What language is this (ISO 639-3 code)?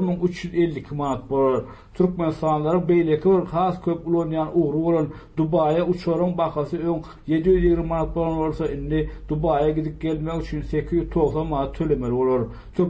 tuk